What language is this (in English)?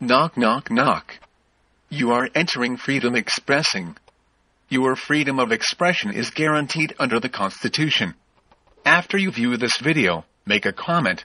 Haitian Creole